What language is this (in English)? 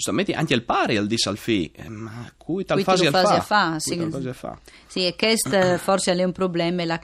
Friulian